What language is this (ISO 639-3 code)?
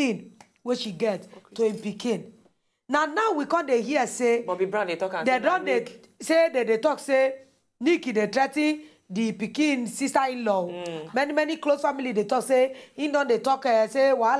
pcm